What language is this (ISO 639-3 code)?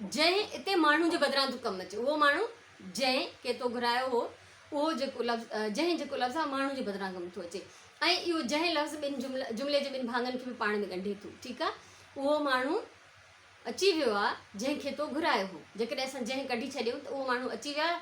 snd